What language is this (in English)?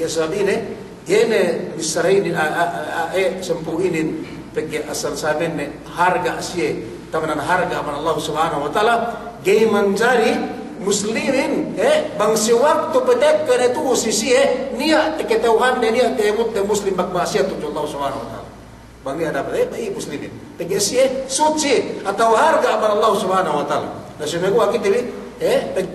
Yakan